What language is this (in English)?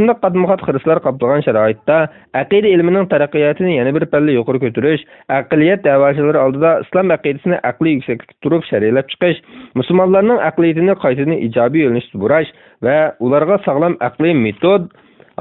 Uyghur